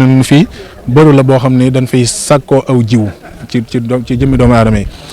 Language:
Wolof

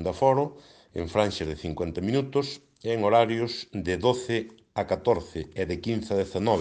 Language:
Galician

